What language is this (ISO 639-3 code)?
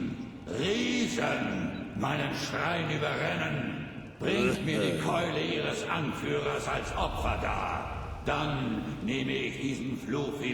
bar